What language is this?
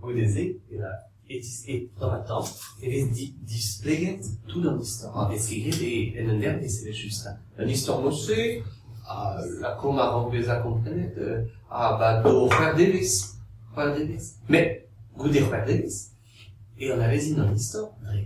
Breton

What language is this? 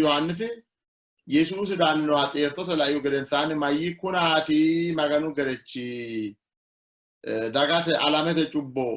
Sidamo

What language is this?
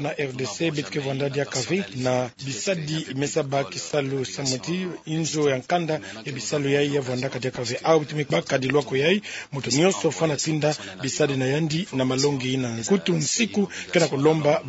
Kituba (Democratic Republic of Congo)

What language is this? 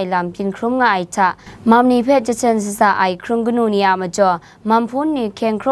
Kachin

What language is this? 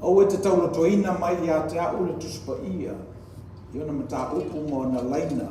Samoan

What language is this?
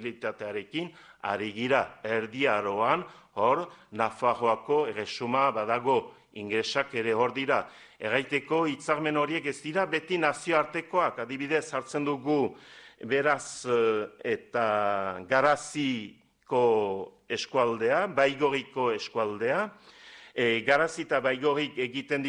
Basque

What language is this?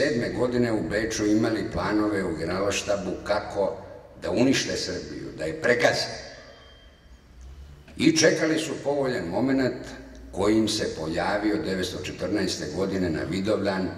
Serbian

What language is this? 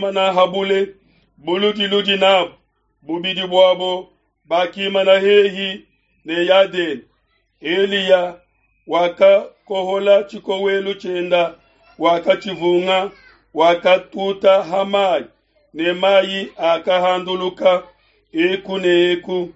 Luba-Lulua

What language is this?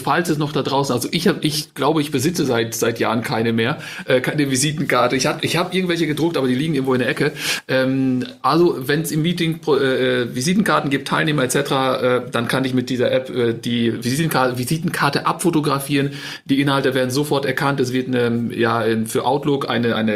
German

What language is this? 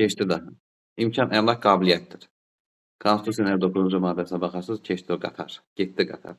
Azerbaijani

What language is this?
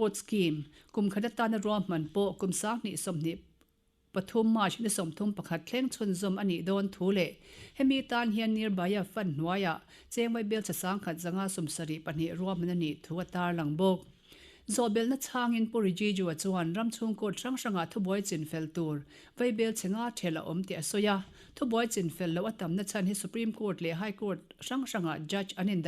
Mizo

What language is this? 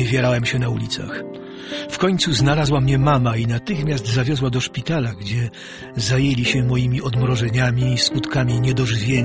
Polish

